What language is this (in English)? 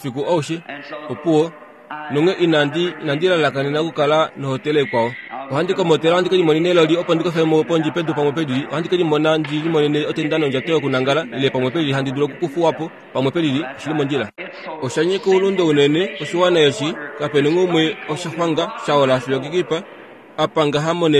Kuanyama